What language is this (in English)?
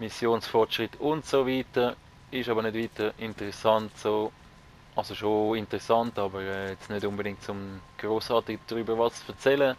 Swiss German